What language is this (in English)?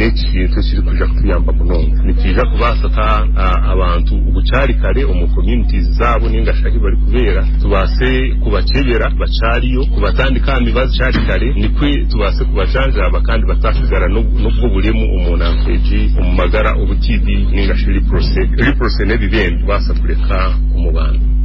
Nyankole